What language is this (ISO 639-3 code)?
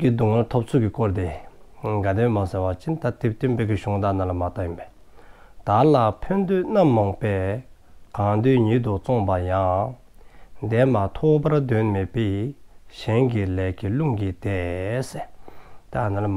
dzo